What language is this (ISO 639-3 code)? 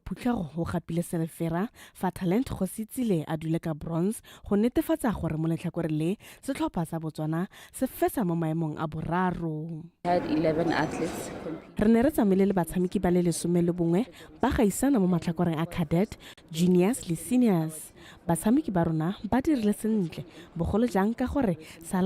tsn